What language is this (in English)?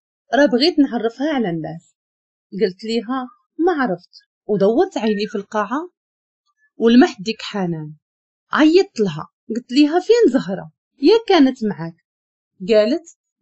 Moroccan Arabic